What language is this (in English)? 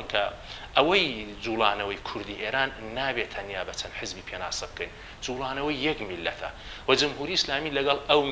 Central Kurdish